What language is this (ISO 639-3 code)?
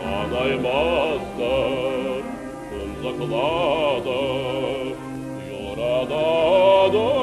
chv